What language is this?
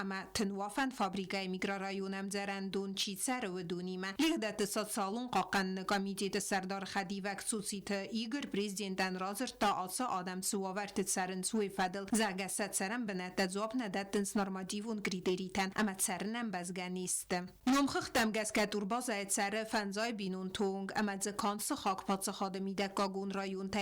Ossetic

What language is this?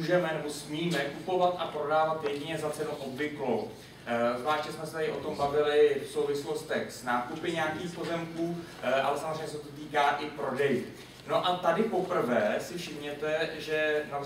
Czech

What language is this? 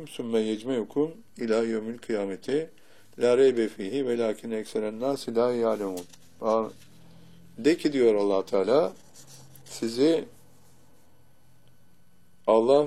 Turkish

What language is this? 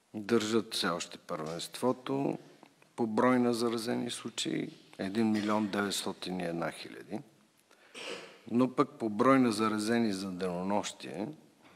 Bulgarian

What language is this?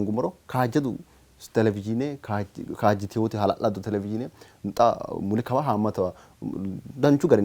Sidamo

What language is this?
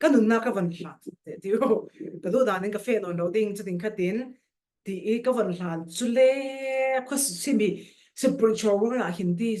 Falam Chin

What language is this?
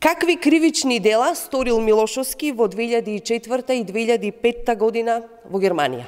Macedonian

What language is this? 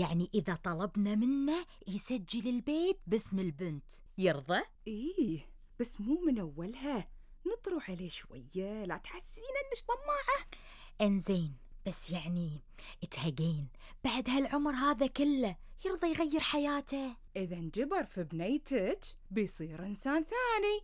Gulf Arabic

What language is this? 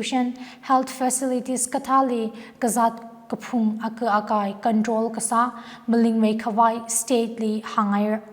Tangkhul Naga (India)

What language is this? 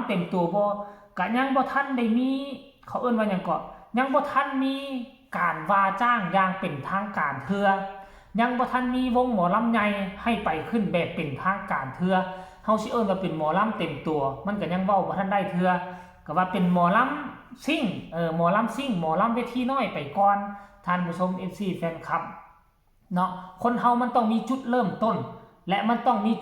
Northeastern Thai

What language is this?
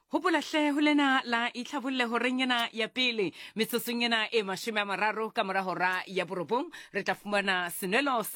Southern Sotho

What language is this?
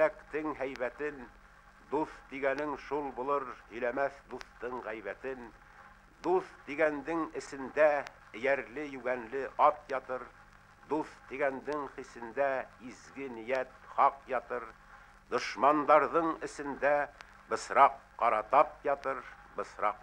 Bashkir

